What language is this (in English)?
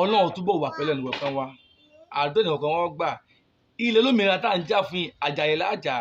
Yoruba